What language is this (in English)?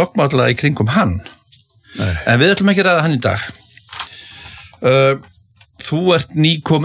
Icelandic